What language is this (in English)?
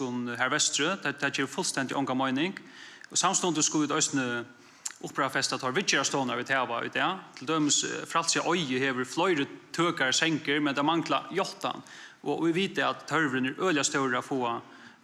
Faroese